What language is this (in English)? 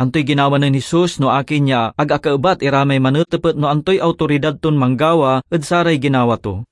Pangasinan